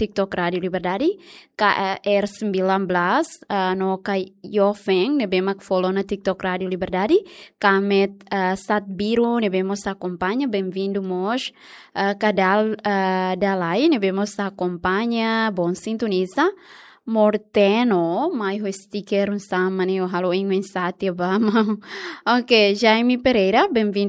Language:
Tetum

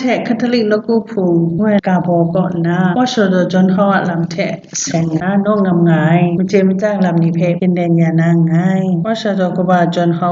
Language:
Kachin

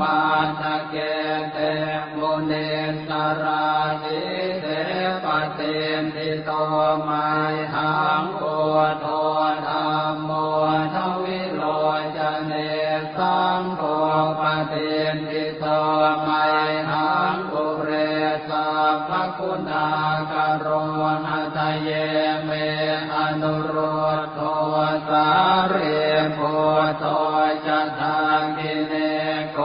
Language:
Pali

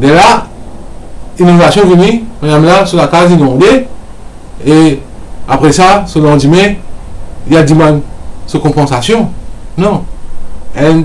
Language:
Morisyen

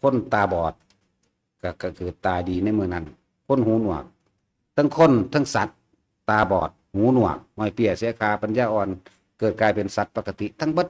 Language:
Lao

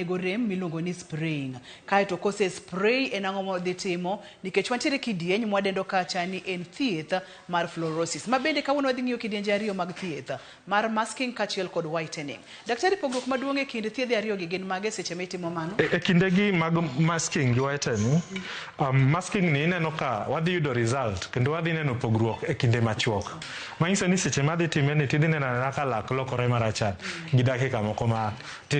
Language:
Luo (Kenya and Tanzania)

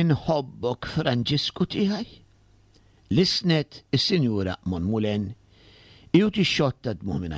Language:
Maltese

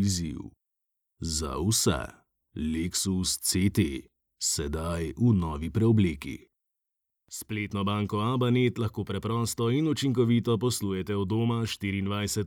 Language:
Slovenian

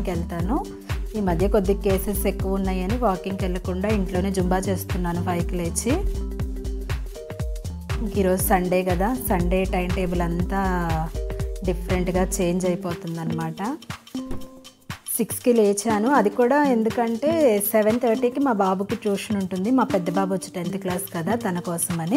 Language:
Telugu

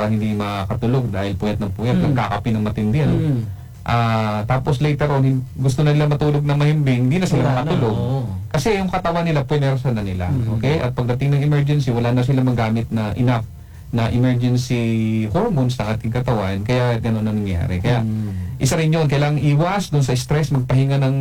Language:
Filipino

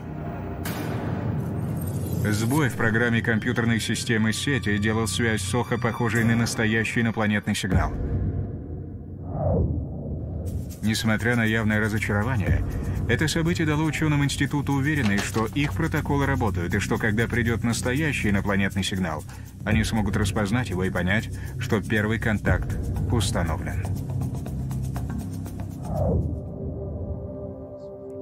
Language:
Russian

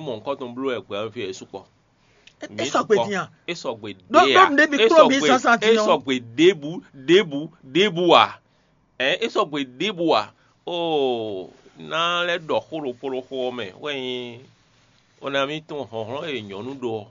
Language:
Fon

